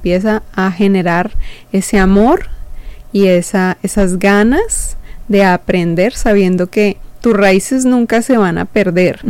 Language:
Spanish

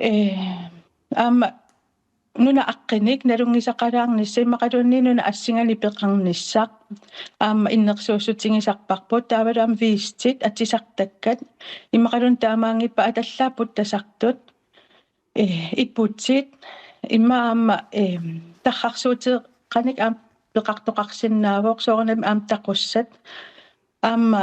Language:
Kalaallisut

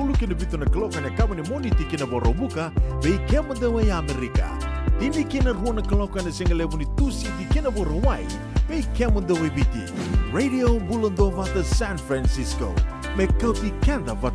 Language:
Fijian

